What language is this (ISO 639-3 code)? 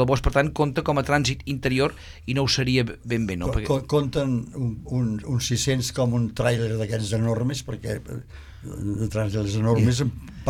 cat